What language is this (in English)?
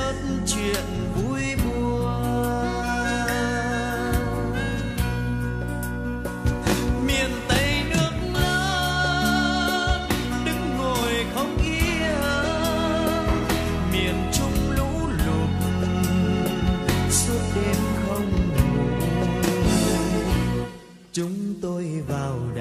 Vietnamese